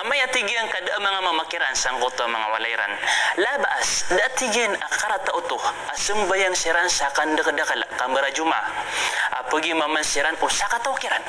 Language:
Maranao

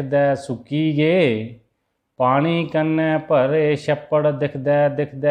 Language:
Dogri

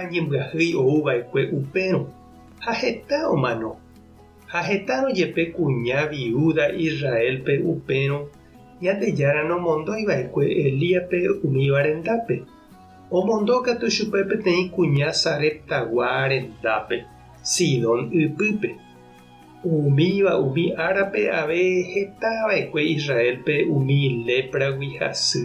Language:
Guarani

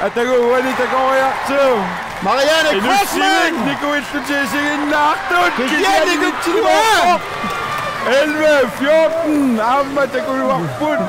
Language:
Kalaallisut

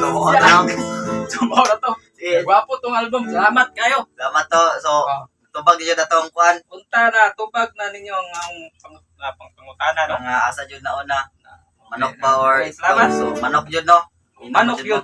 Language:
Cebuano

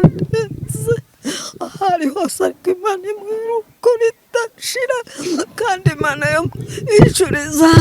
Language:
Kinyarwanda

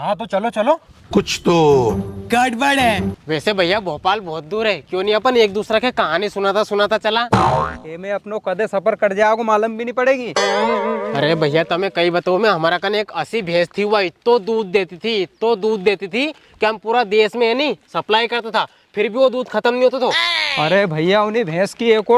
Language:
Rajasthani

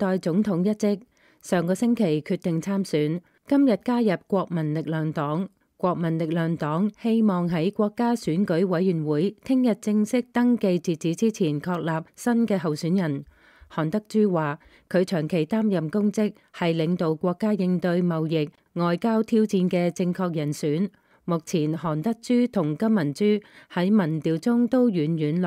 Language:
Cantonese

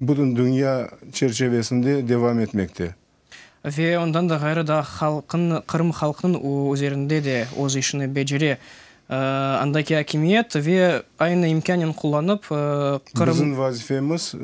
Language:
Crimean Tatar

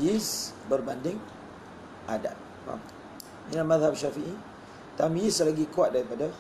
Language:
Malay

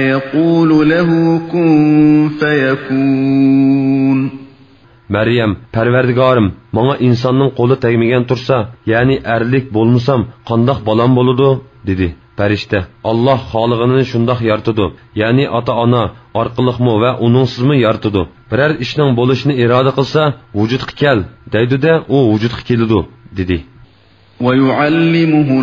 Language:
Uyghur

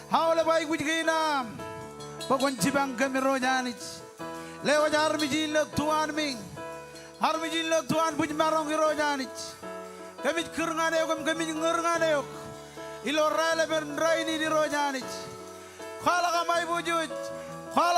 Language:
Marshallese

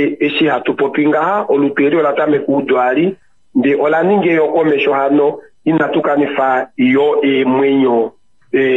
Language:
Kuanyama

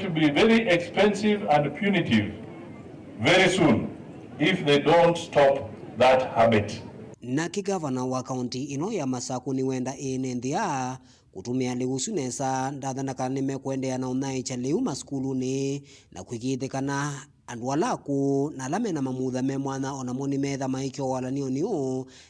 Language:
Kamba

